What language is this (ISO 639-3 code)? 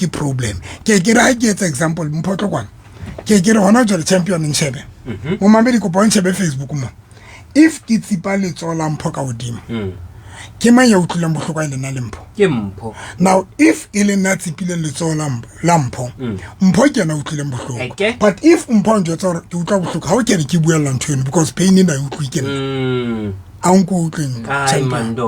sot